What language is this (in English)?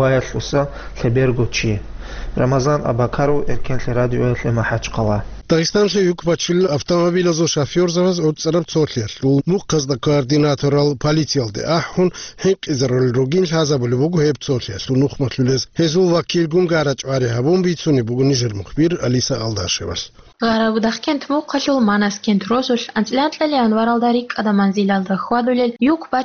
Avaric